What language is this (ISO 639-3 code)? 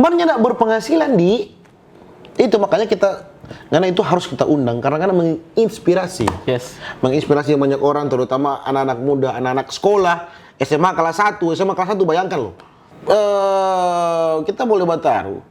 xmm